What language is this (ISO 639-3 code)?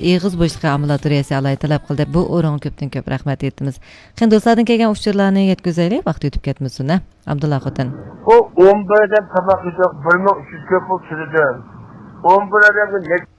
uig